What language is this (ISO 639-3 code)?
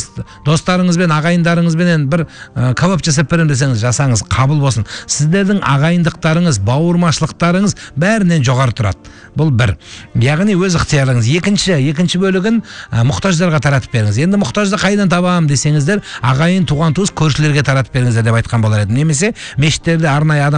kaz